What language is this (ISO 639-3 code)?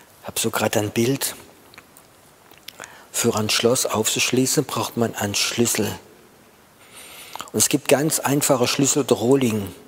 deu